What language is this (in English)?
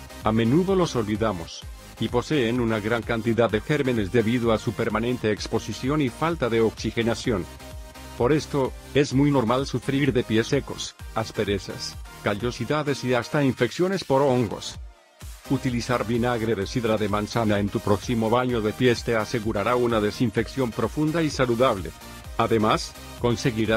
Spanish